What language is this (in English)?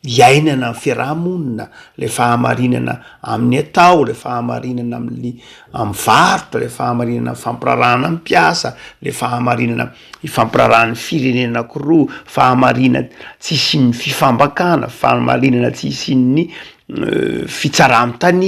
Malagasy